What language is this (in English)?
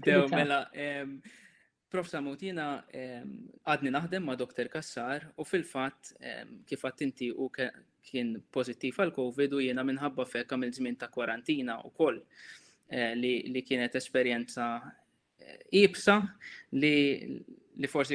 Maltese